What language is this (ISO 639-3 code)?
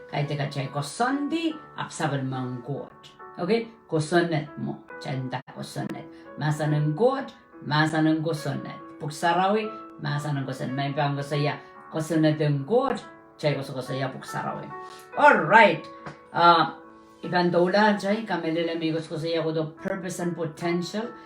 pon